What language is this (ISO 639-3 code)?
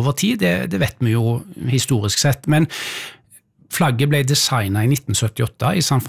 nor